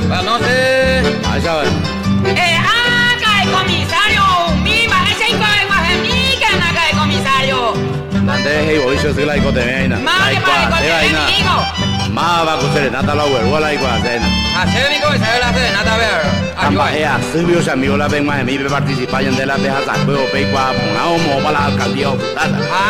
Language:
Guarani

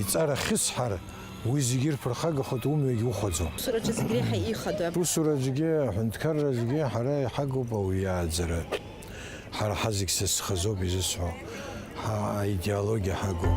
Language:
Abkhazian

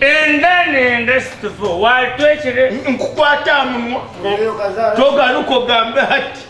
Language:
Nyankole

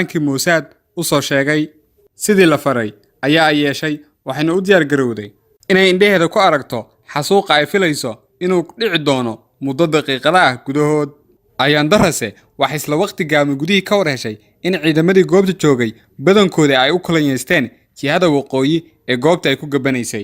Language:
Somali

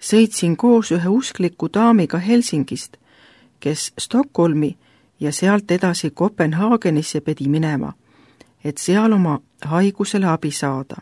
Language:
Estonian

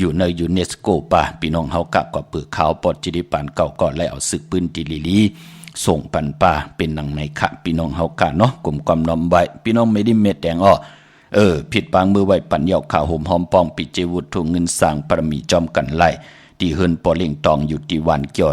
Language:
Shan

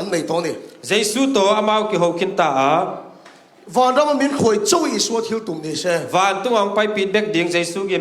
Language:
Tedim Chin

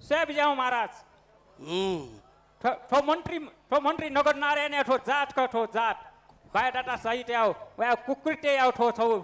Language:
Newari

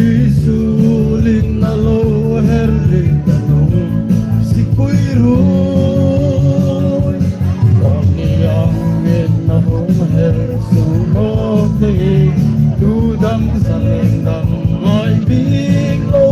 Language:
Hmar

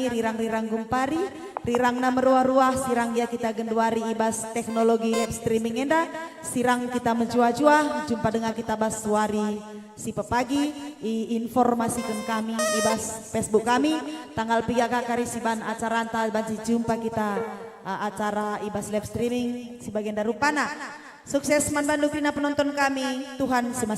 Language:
Batak Karo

